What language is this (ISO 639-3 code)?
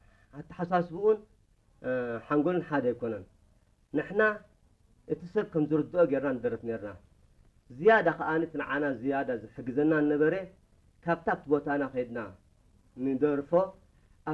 tir